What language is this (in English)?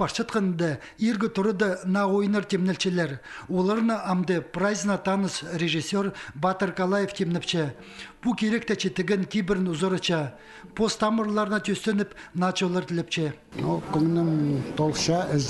Khakas